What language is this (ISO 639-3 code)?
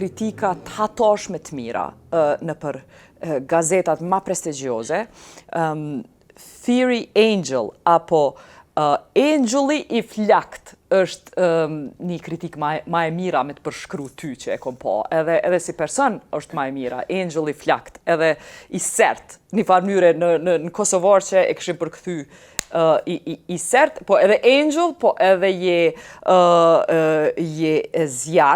sqi